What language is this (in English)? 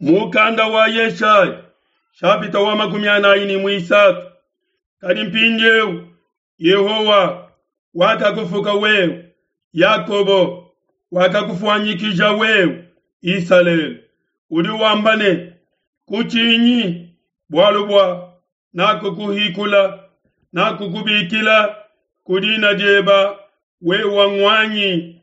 Luba-Lulua